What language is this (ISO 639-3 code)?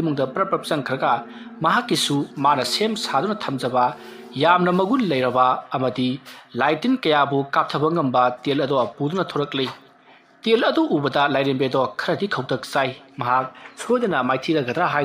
mni